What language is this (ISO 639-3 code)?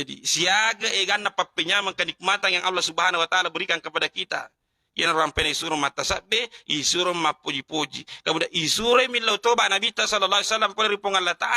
bug